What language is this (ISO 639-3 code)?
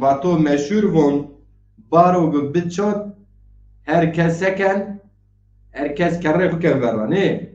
zza